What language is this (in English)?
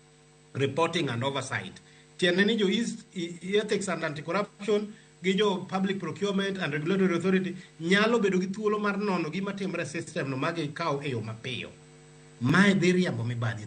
Luo (Kenya and Tanzania)